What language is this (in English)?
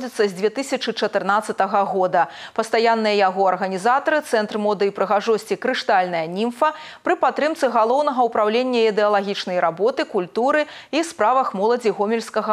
Belarusian